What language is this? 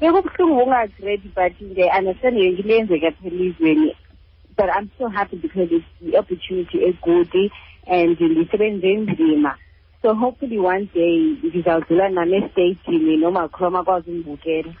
Xhosa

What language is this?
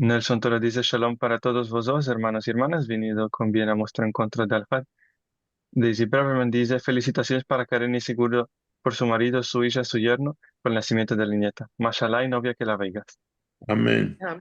Ladino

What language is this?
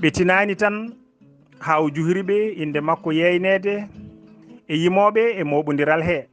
Fula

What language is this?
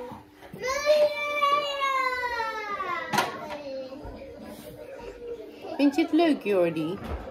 Dutch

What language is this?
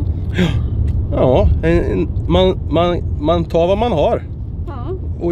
Swedish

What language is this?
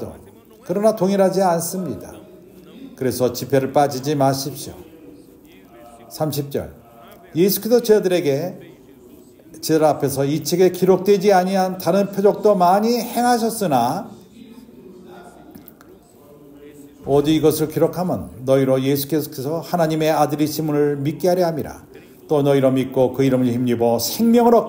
Korean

